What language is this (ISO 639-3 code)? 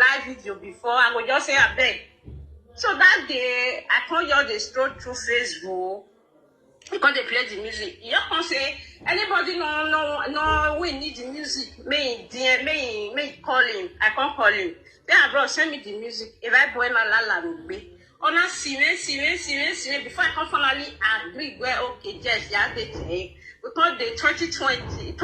pcm